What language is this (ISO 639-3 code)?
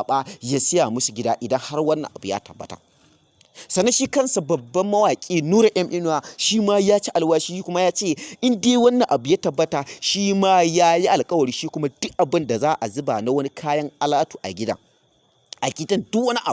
hau